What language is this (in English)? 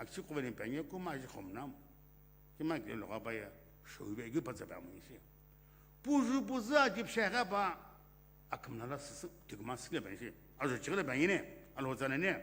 Sumi Naga